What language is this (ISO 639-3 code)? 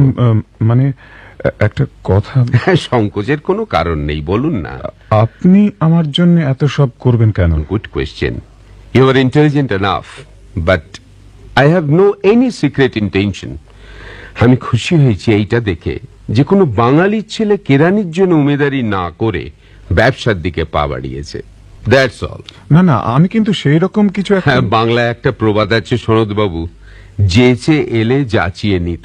ben